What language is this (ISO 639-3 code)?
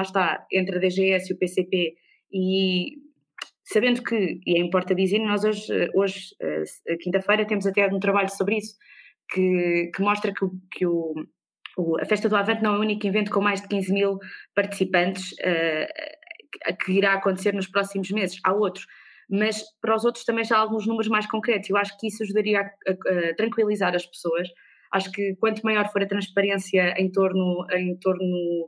por